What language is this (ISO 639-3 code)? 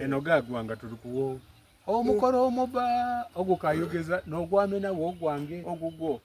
xog